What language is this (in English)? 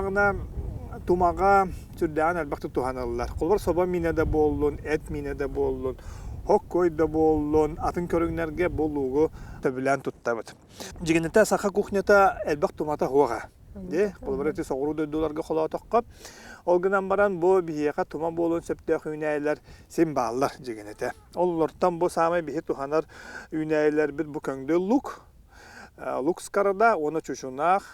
Yakut